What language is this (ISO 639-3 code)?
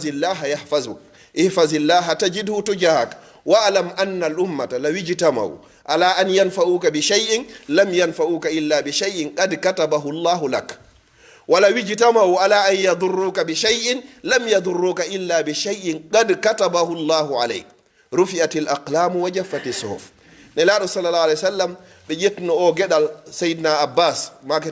fuf